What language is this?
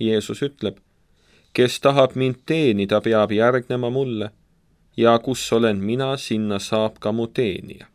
Estonian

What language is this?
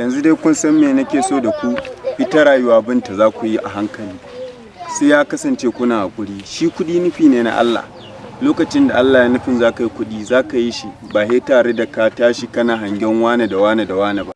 Hausa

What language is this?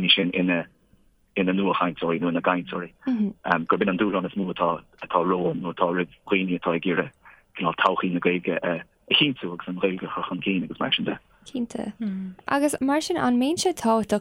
Irish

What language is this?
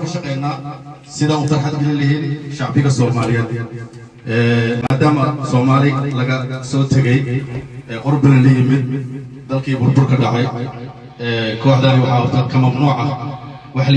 Somali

